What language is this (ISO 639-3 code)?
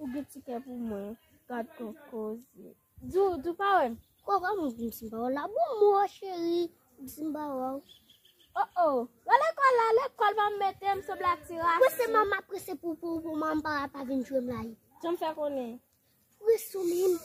hat